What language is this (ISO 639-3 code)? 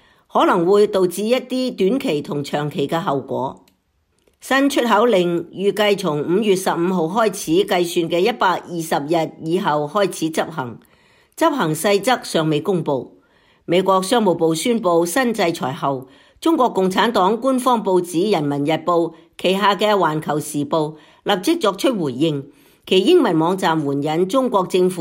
yue